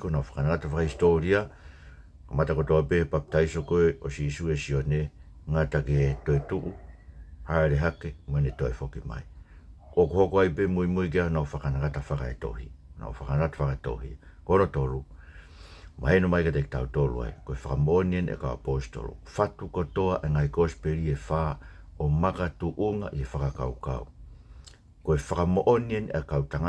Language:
Tongan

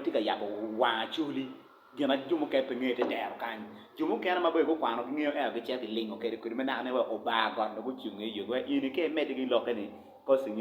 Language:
Acoli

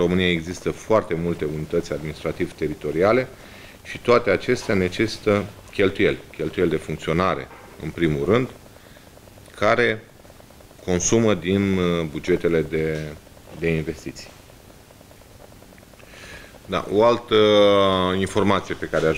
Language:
Romanian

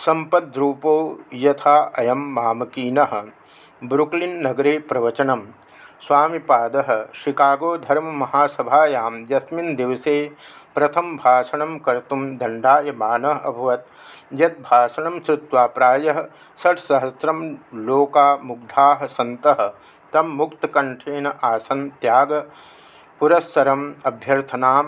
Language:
Sanskrit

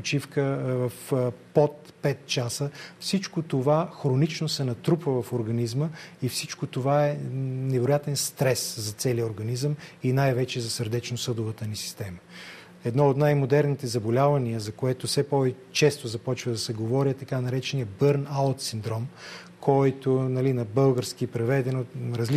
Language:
Bulgarian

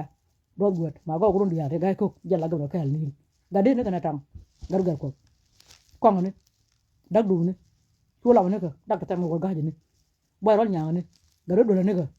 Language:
Nuer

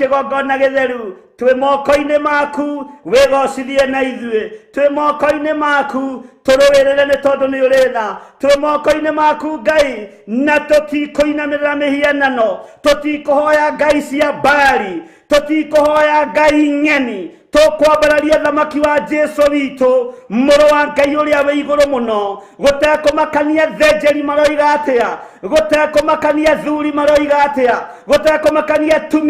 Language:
Kikuyu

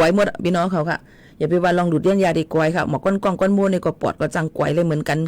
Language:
Shan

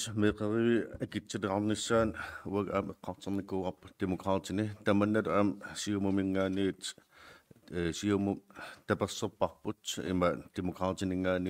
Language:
Kalaallisut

